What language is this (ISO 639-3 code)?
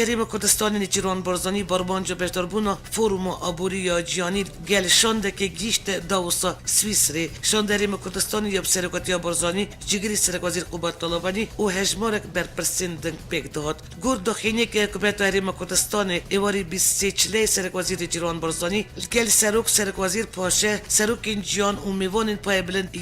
kur